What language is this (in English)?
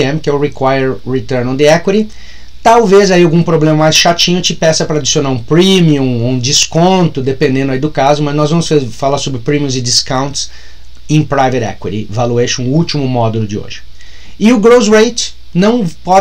Portuguese